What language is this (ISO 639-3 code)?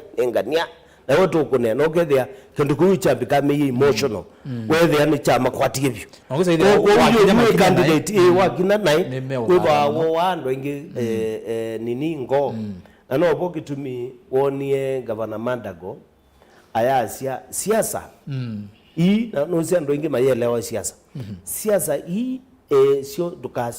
kam